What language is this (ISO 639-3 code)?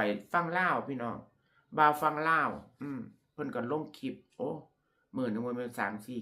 tts